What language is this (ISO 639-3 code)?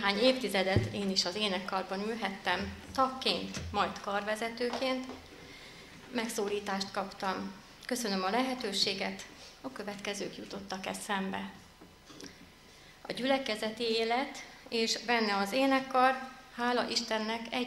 hun